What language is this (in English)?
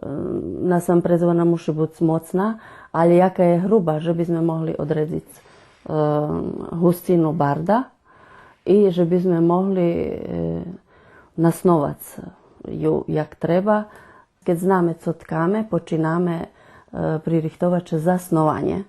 Rusyn